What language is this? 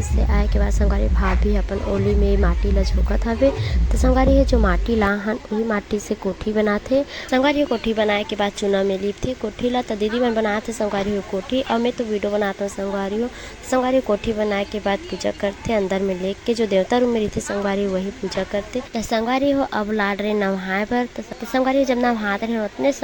Chhattisgarhi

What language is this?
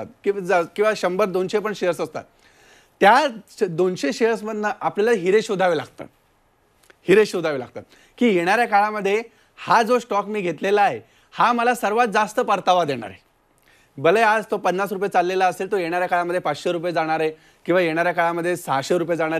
Marathi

